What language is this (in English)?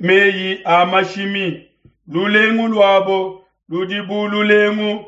Luba-Lulua